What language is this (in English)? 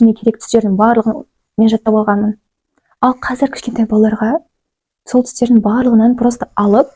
Kazakh